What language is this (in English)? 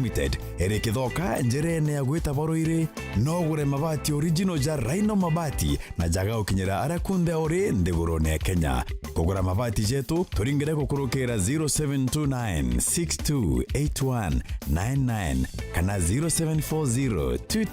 Meru